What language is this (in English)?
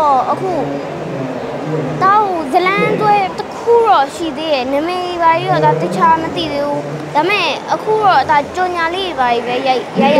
Burmese